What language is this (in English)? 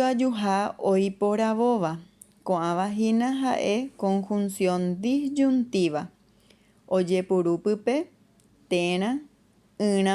Guarani